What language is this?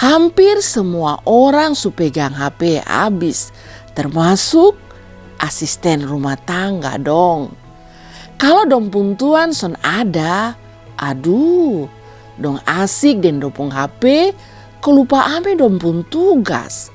Kupang Malay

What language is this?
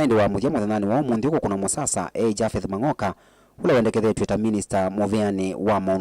Kamba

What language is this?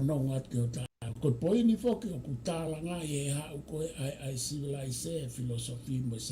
Tongan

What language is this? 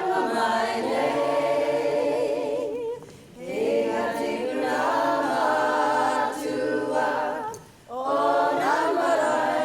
Māori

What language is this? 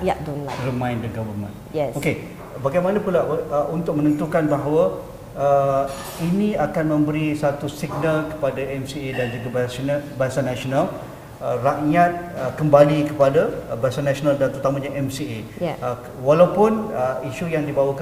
Malay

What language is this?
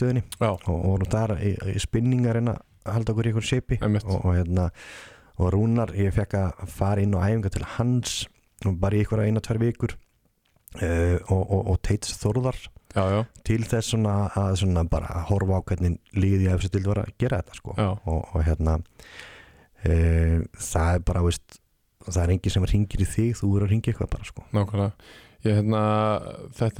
Icelandic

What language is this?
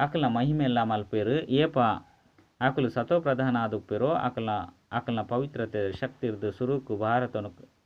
Tulu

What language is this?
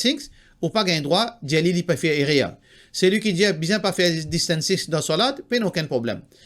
Morisyen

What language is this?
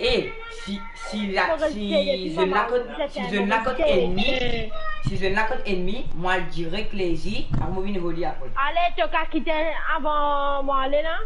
Morisyen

